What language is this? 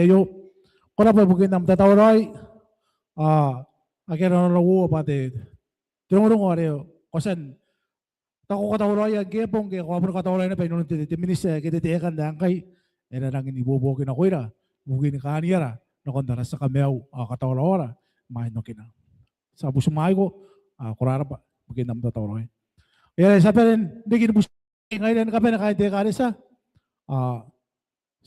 Gilbertese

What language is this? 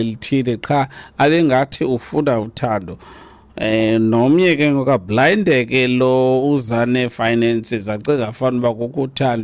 Xhosa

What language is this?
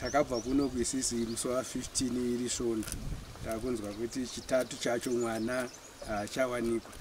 Shona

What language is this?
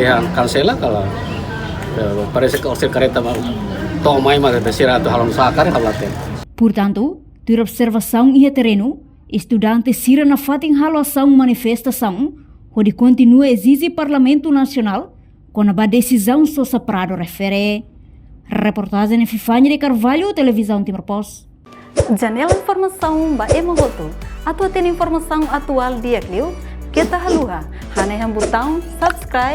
Tetum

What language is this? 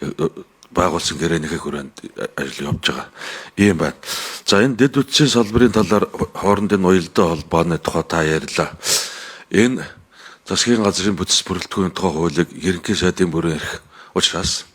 Mongolian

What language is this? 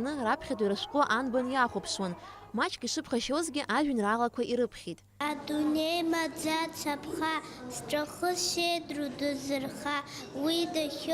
Abkhazian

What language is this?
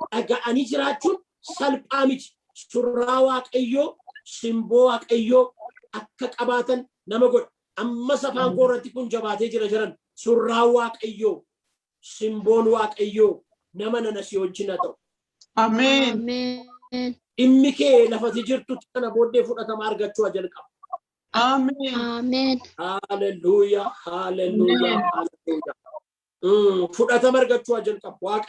Oromo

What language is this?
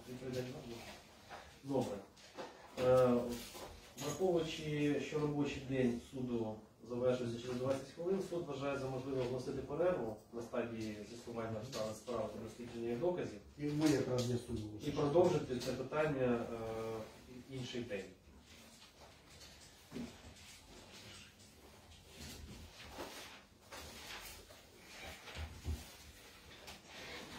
Ukrainian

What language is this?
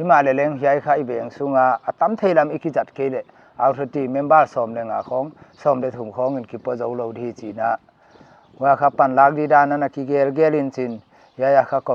Paite Chin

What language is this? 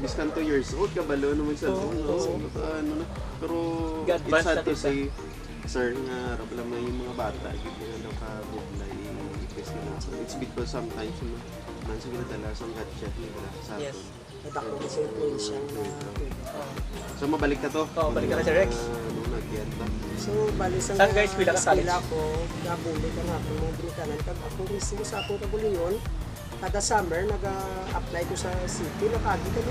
Hiligaynon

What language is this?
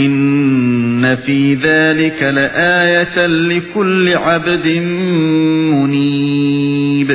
Uyghur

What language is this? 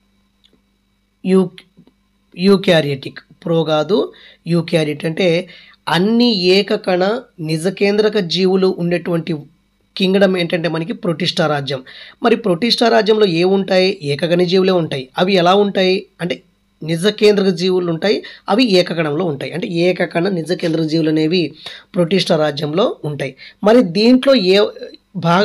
Telugu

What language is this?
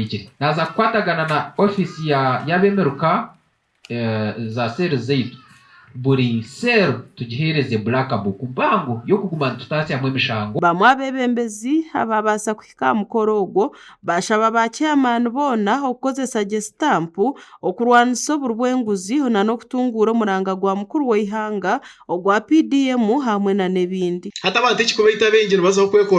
Nyankole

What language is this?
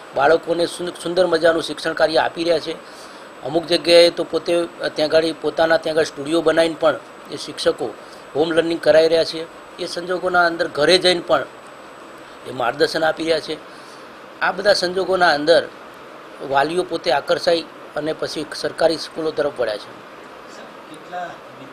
Gujarati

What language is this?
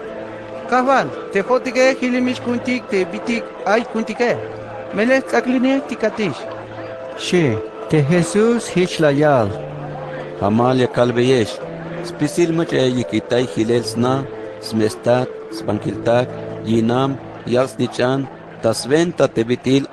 Tzeltal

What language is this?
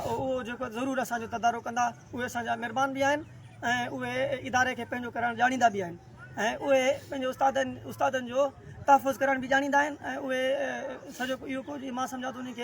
Sindhi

